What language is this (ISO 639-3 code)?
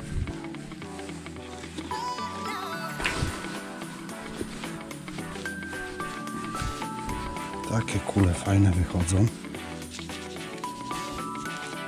pol